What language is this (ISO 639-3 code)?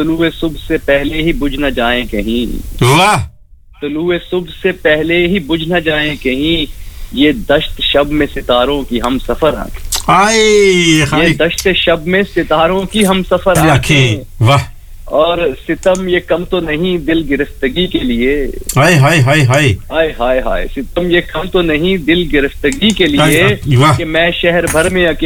urd